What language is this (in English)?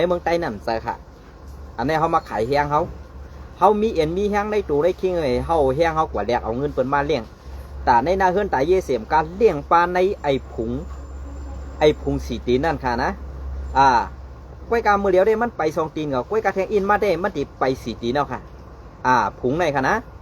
Shan